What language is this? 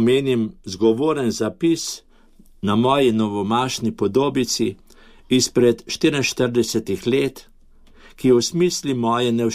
Slovenian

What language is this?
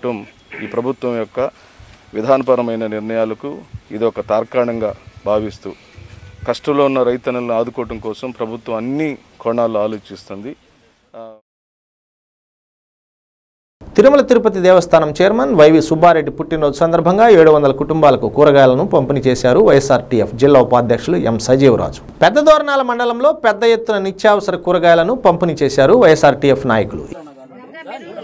Telugu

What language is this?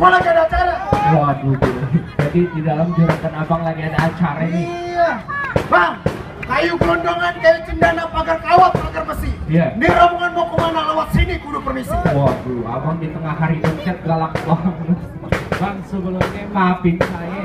Betawi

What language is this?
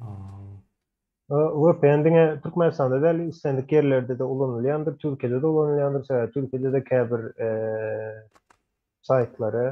Turkmen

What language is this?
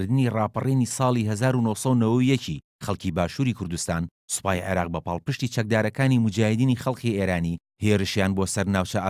Central Kurdish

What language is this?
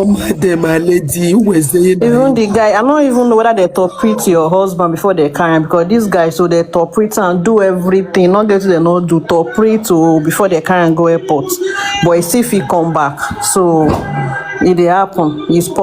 Nigerian Pidgin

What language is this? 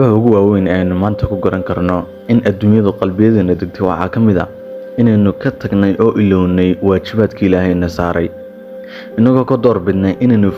Somali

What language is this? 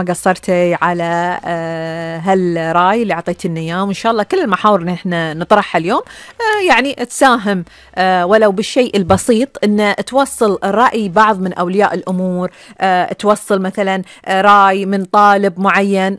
Gulf Arabic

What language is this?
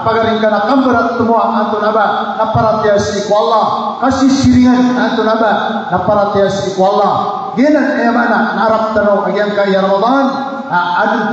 Maranao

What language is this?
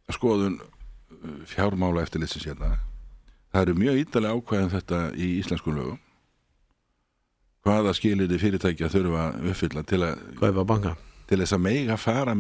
Icelandic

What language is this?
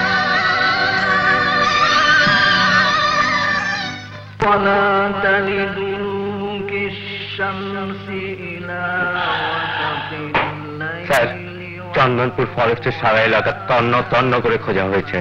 Bangla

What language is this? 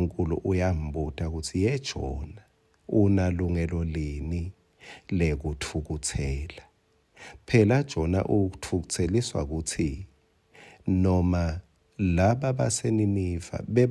Swati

